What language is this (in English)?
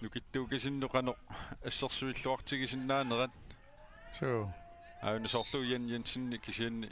Kalaallisut